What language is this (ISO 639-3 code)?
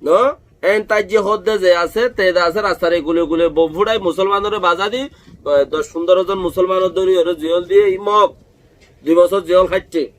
rhg